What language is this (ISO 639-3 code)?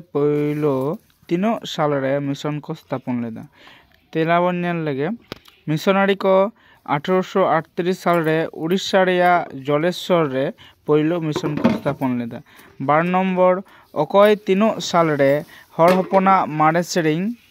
sat